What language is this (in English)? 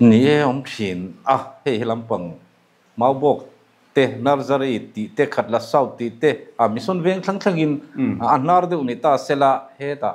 Mizo